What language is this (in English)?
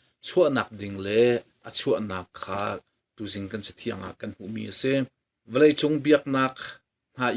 Hakha Chin